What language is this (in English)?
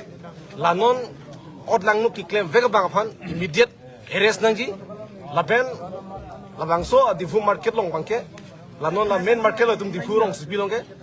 Karbi